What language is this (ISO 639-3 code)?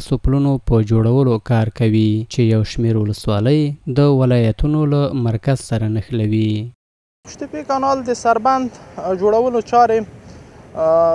pus